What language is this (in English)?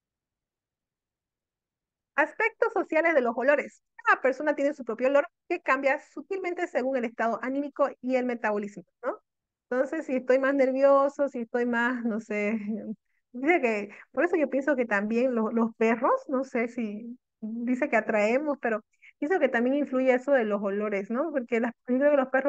Spanish